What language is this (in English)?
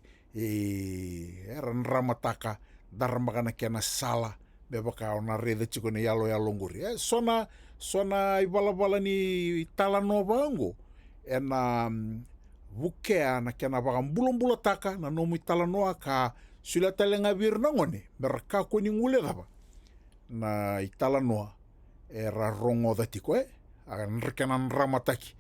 Fijian